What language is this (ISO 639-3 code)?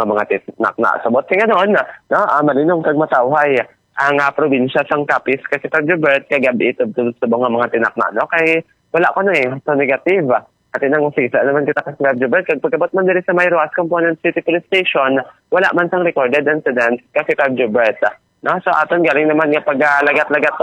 hil